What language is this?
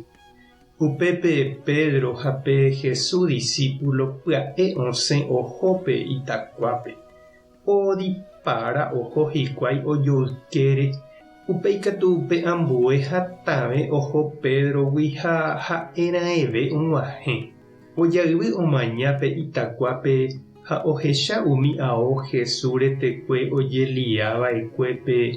Guarani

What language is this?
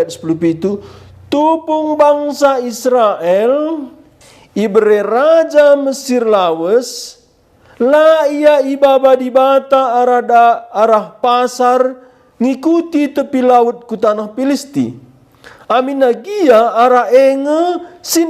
Batak Karo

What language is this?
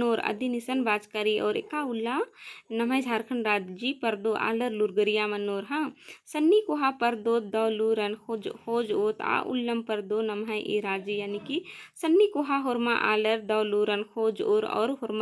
Kurukh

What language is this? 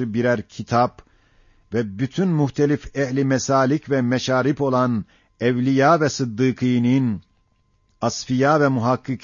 Ottoman Turkish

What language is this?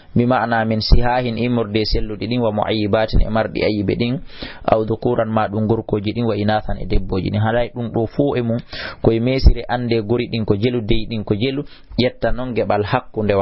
Fula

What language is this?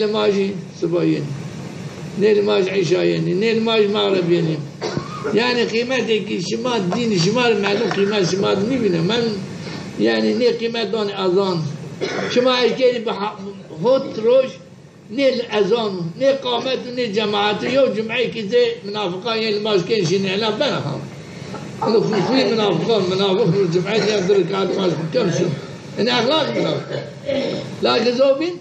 Zaza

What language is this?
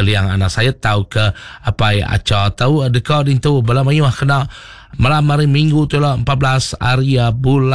Iban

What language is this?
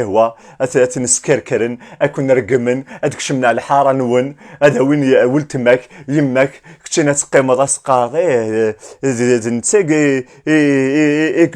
Kabyle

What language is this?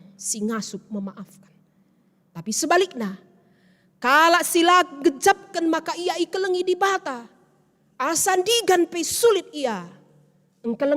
Batak Karo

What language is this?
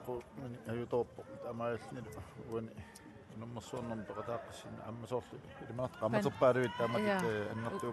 Kalaallisut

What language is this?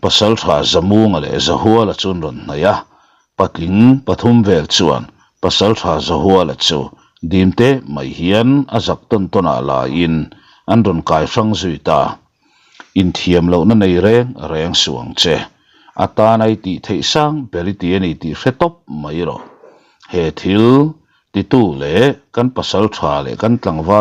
Mizo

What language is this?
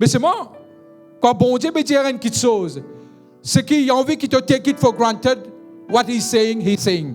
Morisyen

